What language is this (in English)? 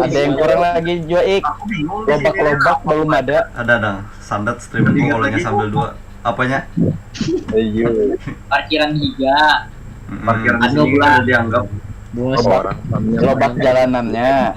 Banjar